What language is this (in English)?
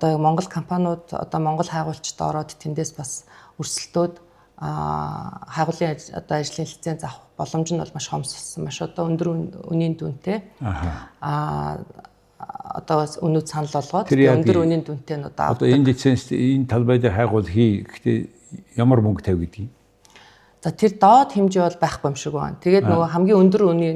Mongolian